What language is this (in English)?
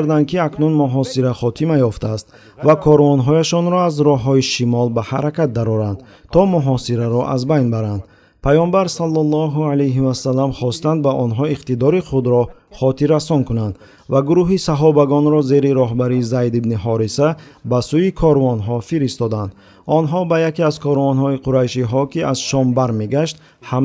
Tajik